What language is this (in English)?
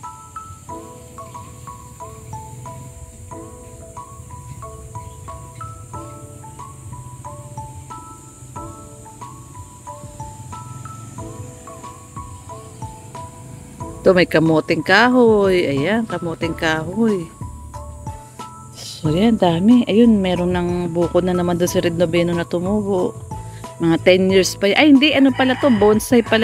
Filipino